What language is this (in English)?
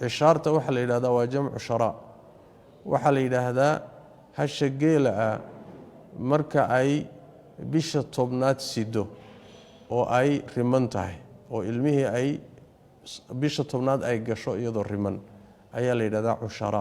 Somali